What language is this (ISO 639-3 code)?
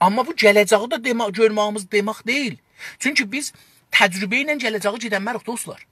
azb